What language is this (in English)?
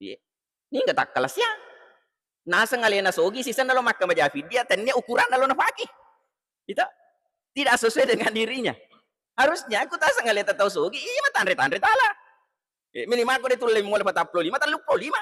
Buginese